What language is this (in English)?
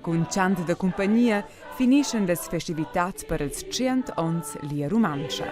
Romansh